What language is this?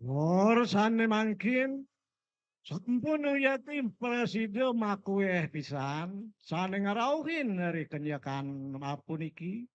Balinese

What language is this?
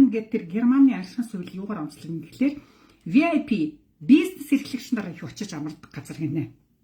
Mongolian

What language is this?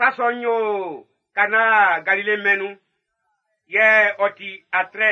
Baoulé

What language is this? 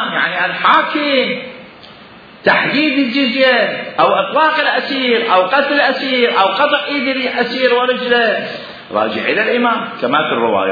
Mesopotamian Arabic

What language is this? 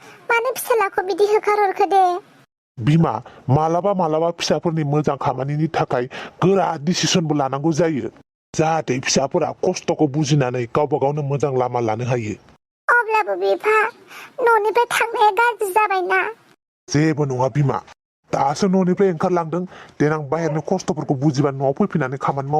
Bodo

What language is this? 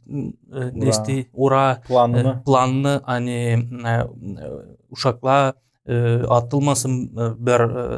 Gagauz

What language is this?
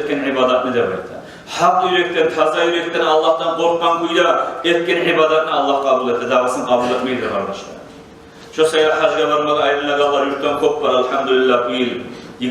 Kumyk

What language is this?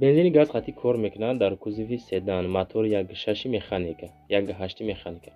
Tajik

